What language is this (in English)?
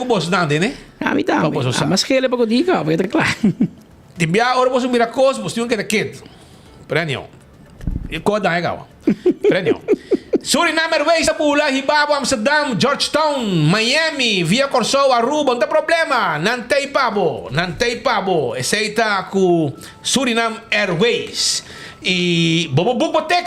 Papiamento